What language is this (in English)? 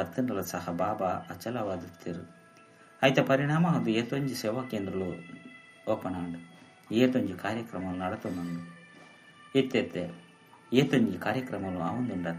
Tulu